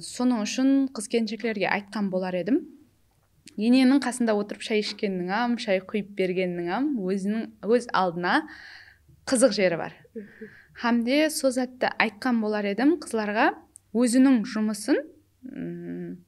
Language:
Kara-Kalpak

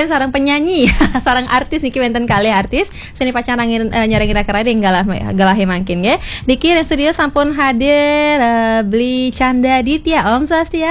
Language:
Balinese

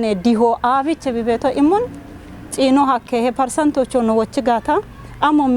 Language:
Kafa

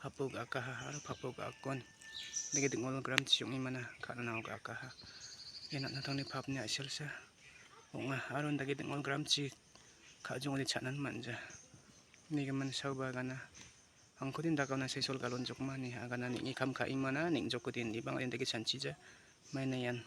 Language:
Garo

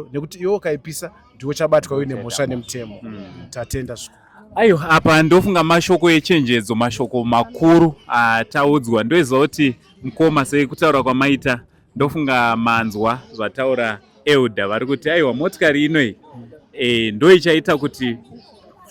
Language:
Shona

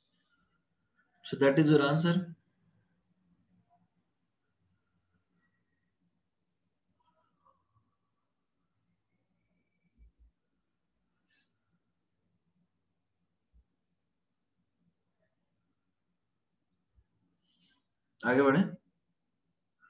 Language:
Hindi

